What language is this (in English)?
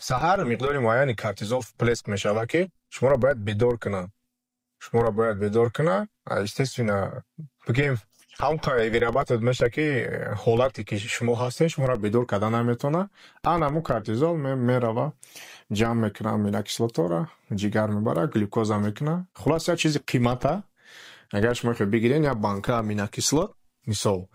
Tajik